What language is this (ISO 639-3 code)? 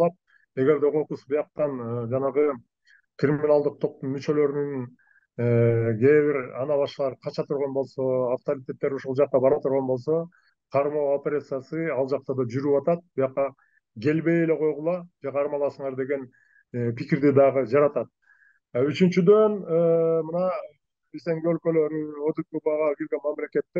kir